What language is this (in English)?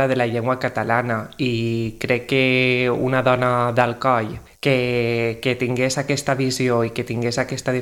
Catalan